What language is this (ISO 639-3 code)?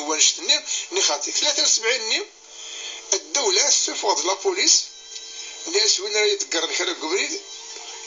kab